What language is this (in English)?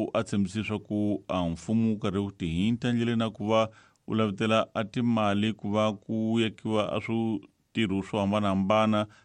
Tsonga